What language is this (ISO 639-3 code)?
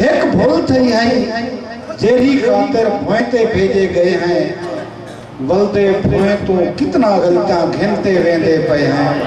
skr